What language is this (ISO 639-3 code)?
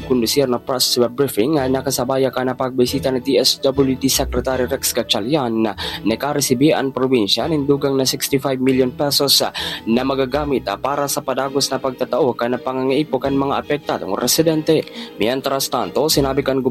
bik